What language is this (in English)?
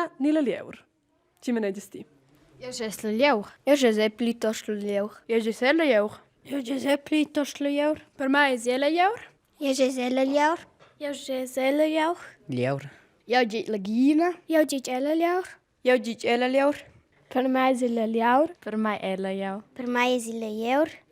Romansh